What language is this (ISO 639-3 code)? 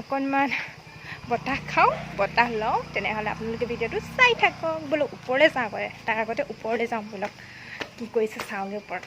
asm